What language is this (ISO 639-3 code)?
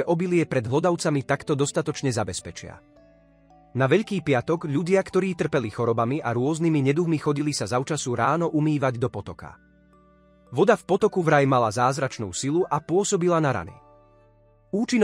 slk